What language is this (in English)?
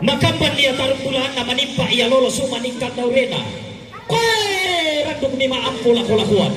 Toraja-Sa'dan